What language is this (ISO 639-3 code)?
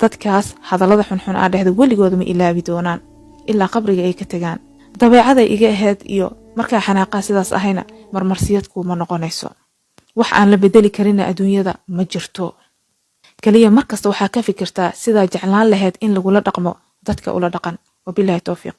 som